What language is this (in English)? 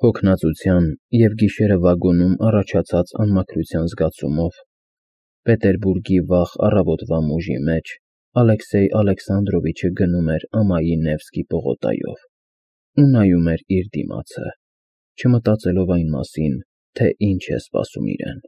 Armenian